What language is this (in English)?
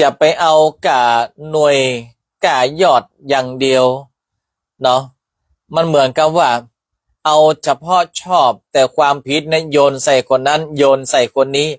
Northern Thai